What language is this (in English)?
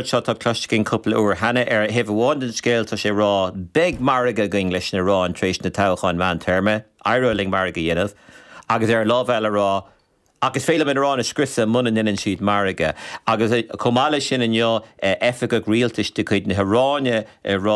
Irish